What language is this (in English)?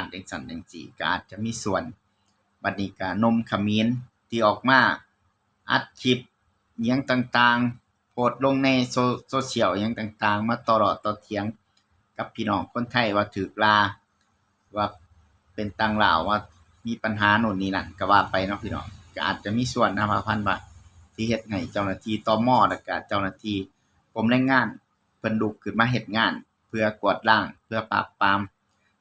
Lao